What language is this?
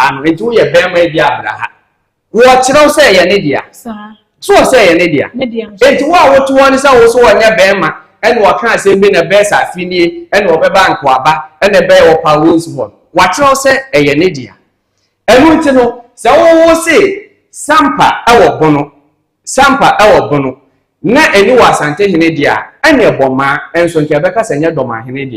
Akan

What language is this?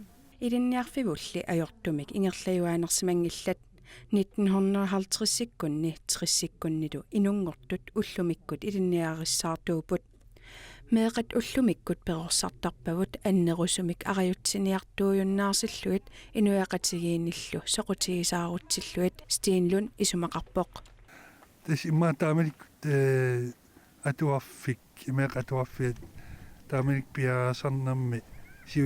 Kalaallisut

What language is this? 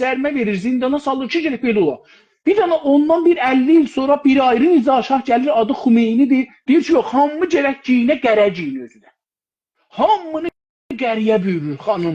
South Azerbaijani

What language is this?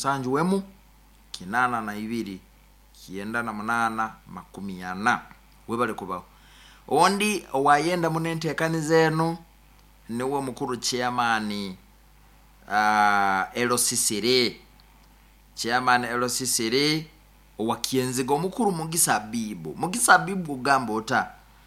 Nyoro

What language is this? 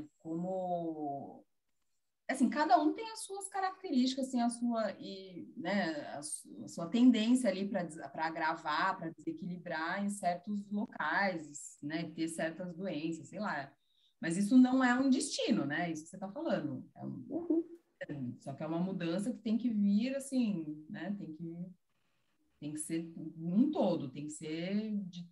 Portuguese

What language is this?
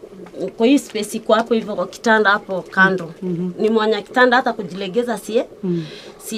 Meru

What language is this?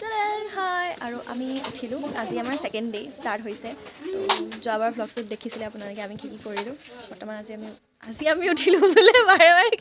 Assamese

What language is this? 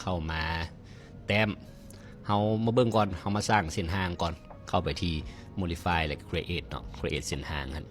Lao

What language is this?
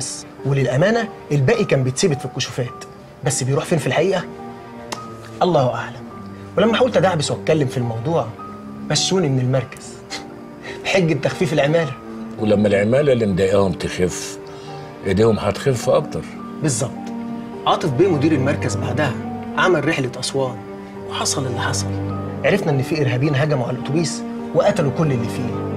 Egyptian Arabic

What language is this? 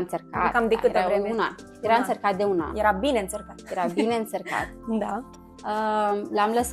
Romanian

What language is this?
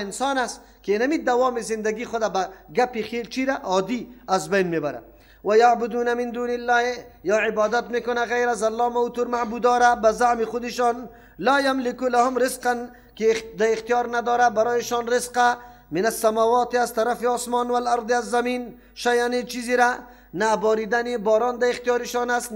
Persian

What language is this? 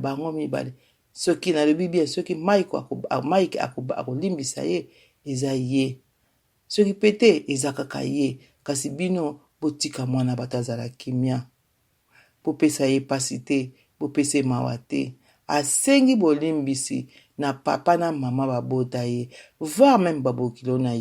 Lingala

